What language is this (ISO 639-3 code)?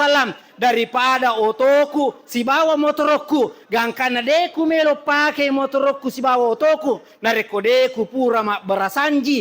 bug